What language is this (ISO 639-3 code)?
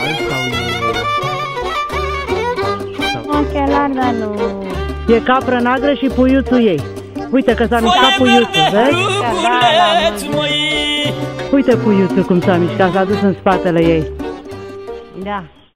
ron